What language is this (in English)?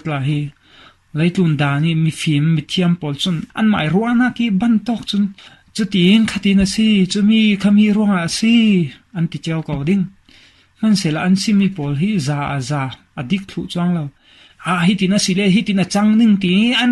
Falam Chin